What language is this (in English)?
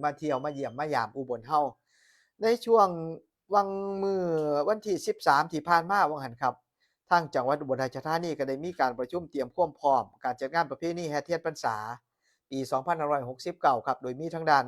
Northeastern Thai